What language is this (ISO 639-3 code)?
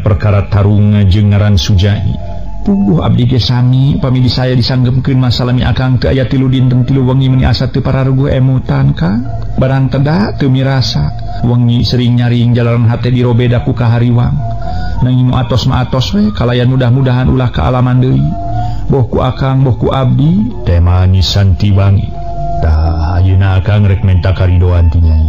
sun